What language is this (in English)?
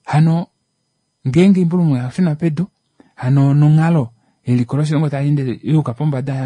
Kuanyama